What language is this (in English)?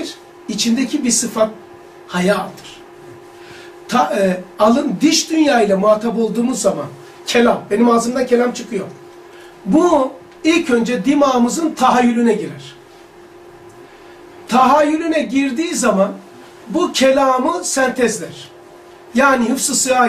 Turkish